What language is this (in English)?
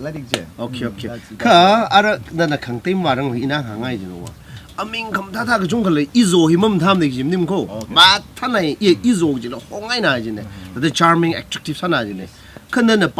Tangkhul Naga (India)